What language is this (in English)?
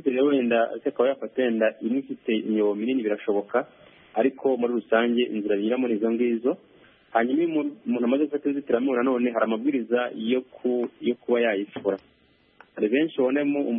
Kinyarwanda